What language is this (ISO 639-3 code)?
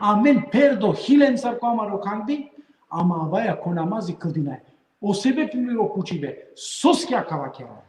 rmn